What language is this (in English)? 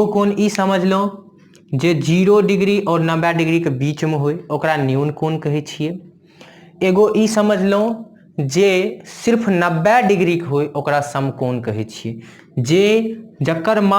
Maithili